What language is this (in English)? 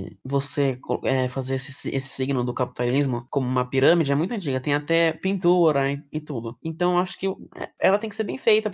Portuguese